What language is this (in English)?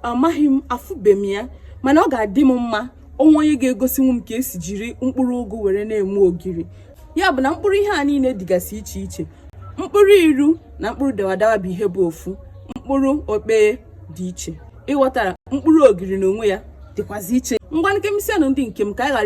Igbo